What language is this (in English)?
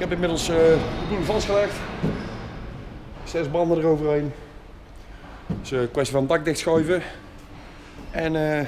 Dutch